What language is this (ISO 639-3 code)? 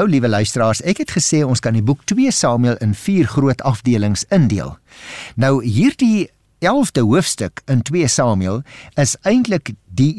afr